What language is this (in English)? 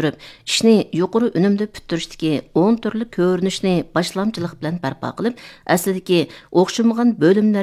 Uyghur